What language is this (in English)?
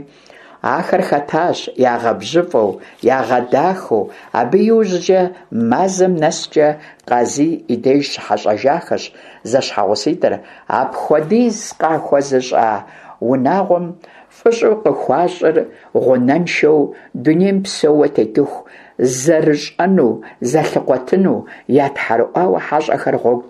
Kabardian